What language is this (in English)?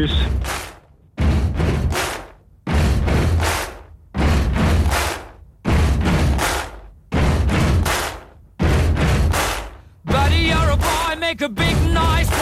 German